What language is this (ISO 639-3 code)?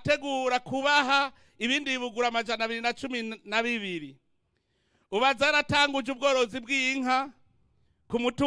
run